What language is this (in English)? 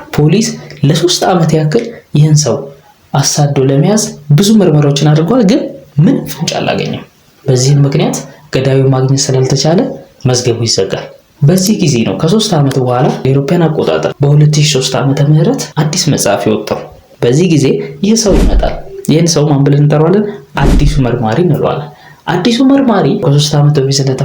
Amharic